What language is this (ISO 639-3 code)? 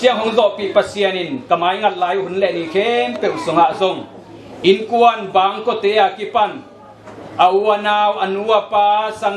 ctd